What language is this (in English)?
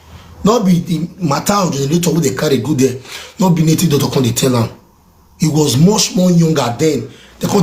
Nigerian Pidgin